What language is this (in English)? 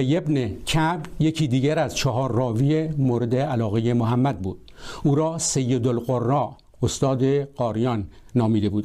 Persian